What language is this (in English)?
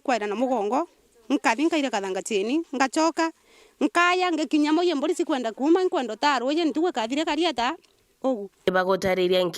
Meru